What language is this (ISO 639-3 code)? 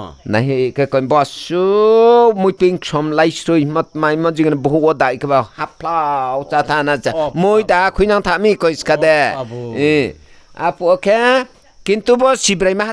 ria